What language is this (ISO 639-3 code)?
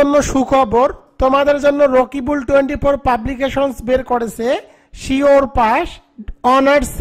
ben